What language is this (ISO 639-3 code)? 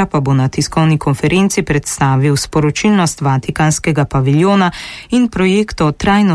slv